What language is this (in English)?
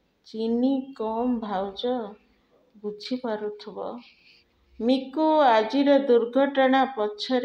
Odia